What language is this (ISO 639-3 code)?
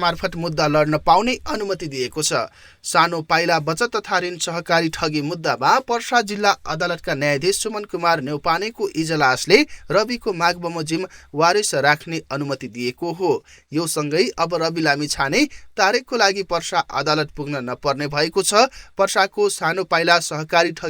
nep